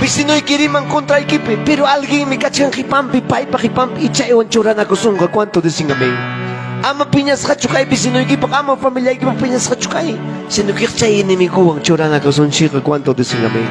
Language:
Ayacucho Quechua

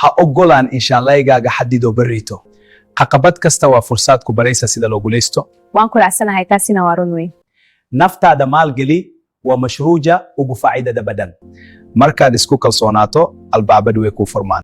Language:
Somali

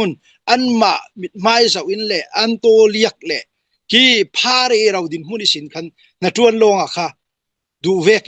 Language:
Hakha Chin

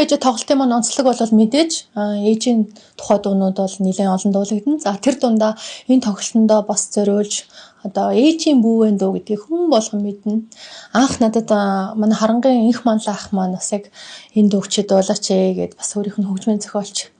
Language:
Mongolian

